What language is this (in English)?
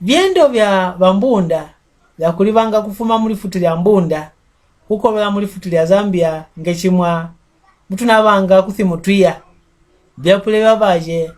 Mbunda